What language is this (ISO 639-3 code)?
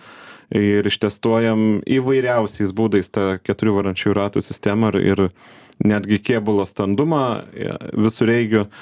lit